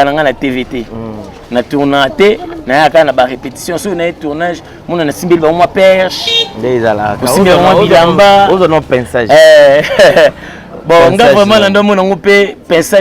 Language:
Lingala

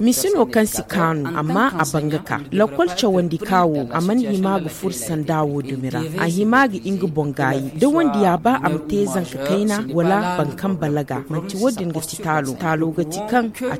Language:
Zarma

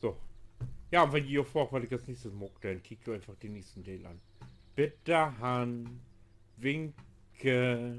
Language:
Low German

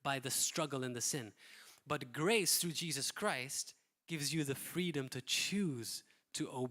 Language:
English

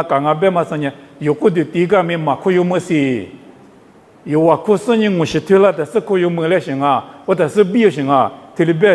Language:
Lisu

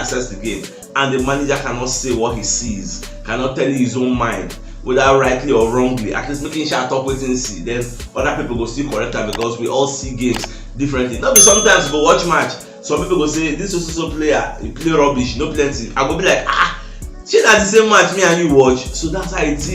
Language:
Nigerian Pidgin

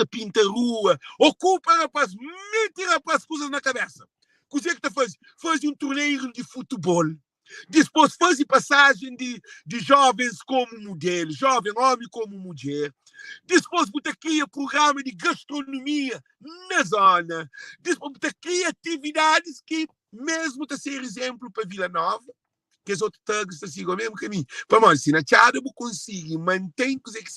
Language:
Kabuverdianu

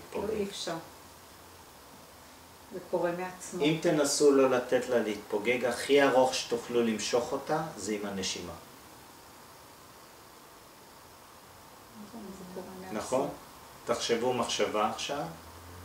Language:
Hebrew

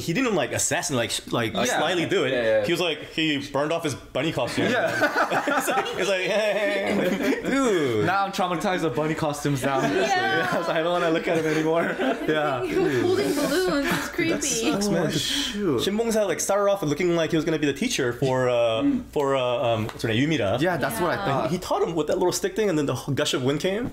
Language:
English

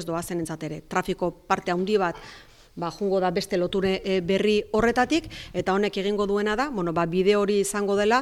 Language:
Basque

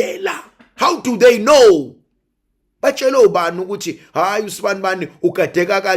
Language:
Zulu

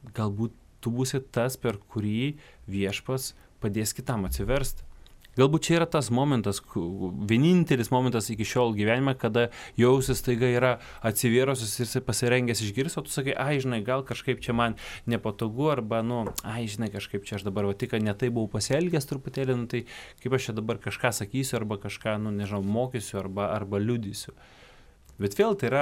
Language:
Lithuanian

